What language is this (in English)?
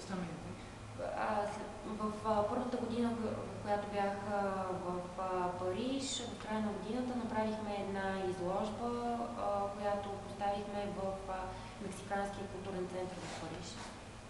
Bulgarian